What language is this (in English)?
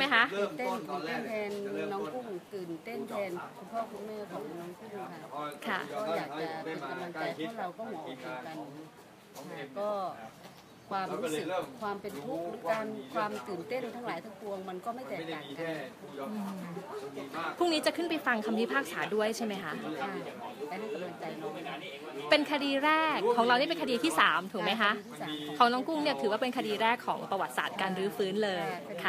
Thai